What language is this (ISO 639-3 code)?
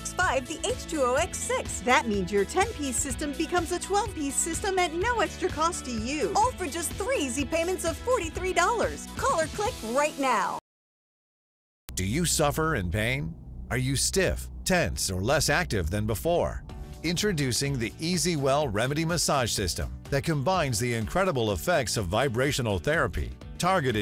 eng